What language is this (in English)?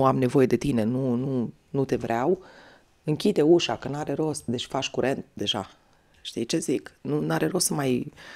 Romanian